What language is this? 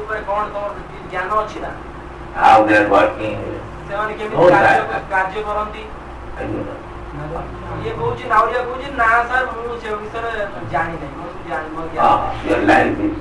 Odia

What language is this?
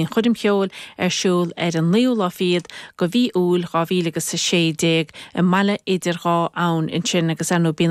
Irish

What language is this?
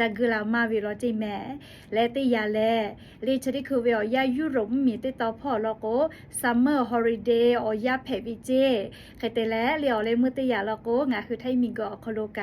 Lahu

